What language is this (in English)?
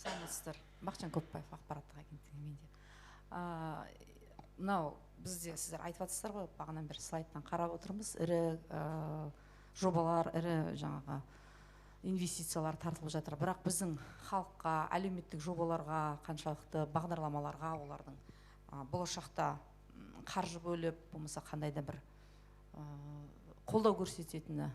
Kazakh